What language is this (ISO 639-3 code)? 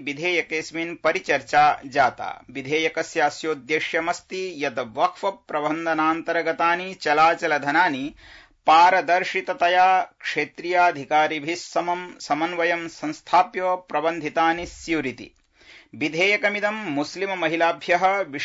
san